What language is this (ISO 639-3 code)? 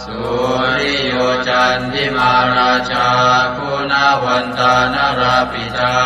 pli